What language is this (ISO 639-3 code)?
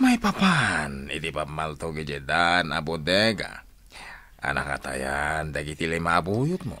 ilo